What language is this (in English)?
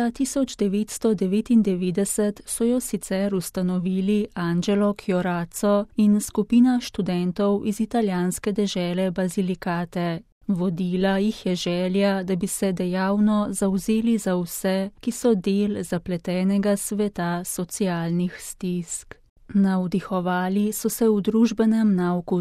Slovenian